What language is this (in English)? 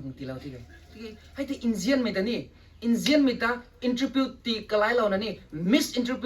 Rongmei Naga